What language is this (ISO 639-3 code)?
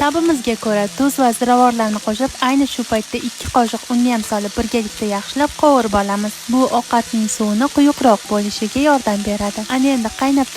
uzb